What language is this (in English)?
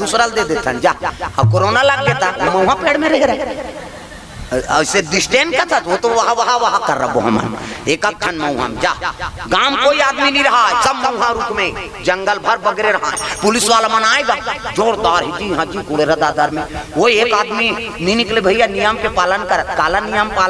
Chhattisgarhi